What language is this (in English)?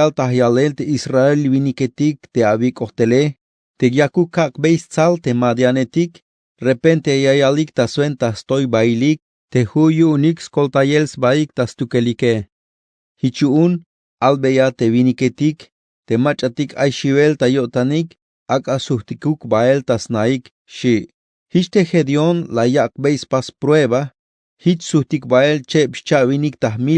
Tzeltal